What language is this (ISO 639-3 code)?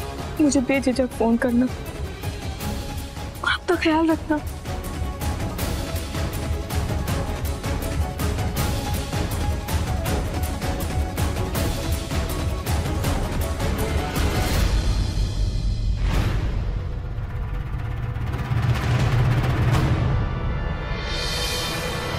hin